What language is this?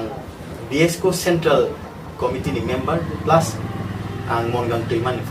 Riang (India)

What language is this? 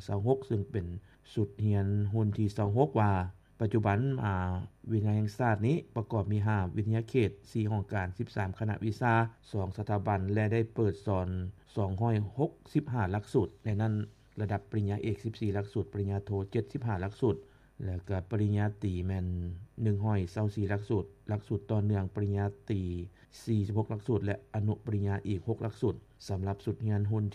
Lao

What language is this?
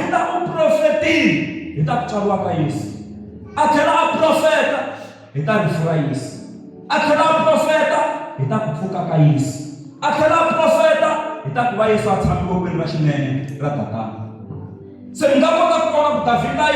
Tsonga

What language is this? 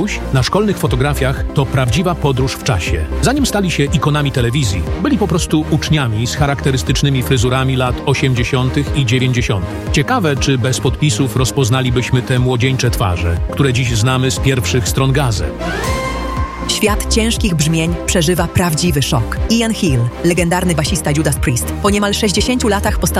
Polish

